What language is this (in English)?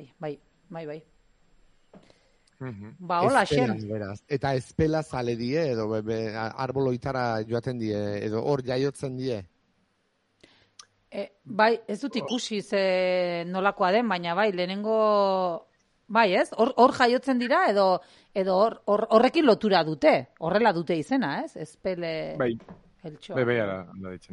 Basque